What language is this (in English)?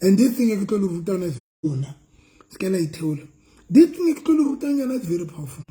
Southern Sotho